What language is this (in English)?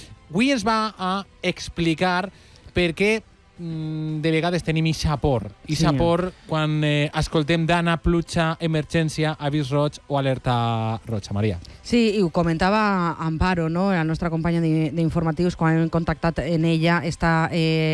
Catalan